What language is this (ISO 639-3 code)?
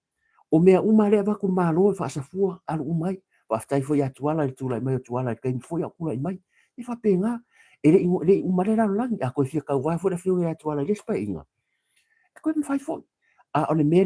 smo